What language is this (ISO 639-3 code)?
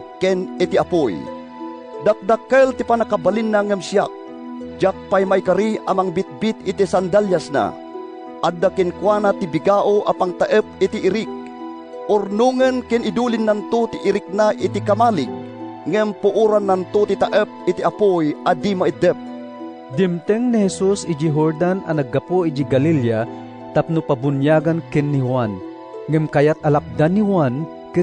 ilo